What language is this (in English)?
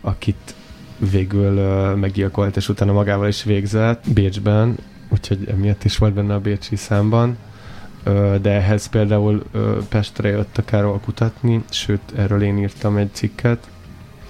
Hungarian